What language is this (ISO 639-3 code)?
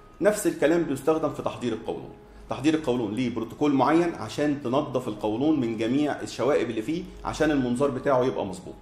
arz